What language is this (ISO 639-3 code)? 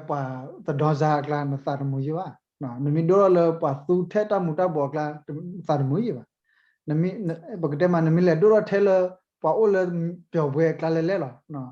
ksw